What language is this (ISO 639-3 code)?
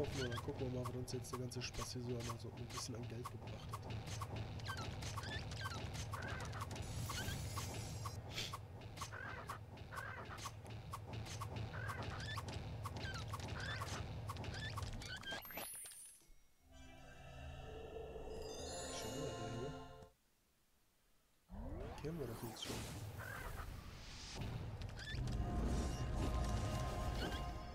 deu